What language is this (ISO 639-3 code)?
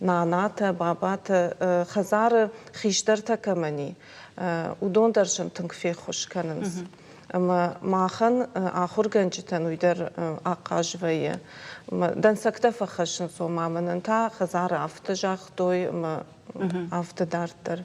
oss